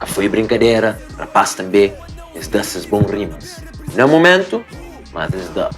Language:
Kabuverdianu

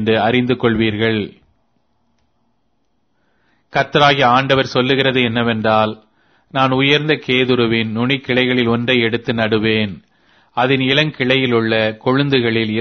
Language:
Tamil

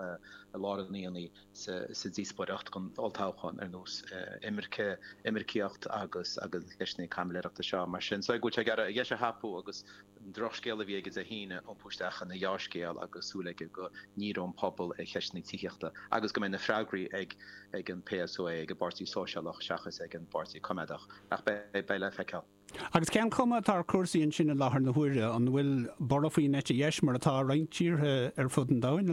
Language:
Irish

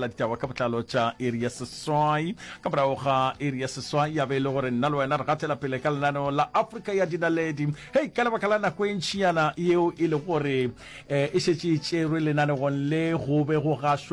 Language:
Northern Sotho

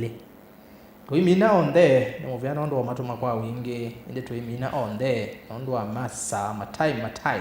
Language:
Kamba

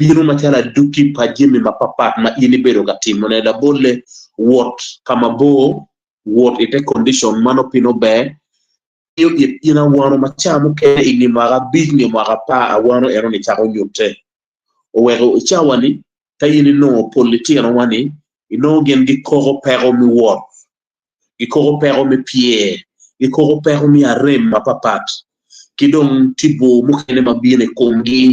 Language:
Acoli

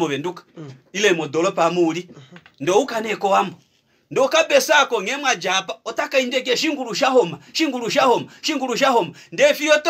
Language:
Kuanyama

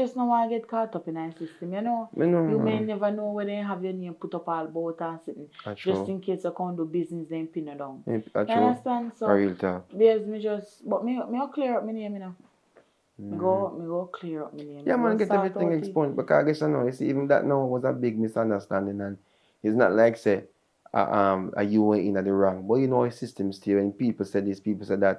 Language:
Jamaican Creole English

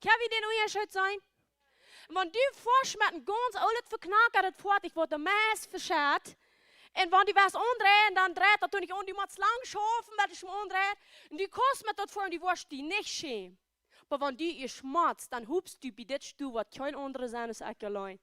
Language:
Plautdietsch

